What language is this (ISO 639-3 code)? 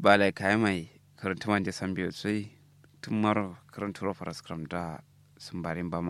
kau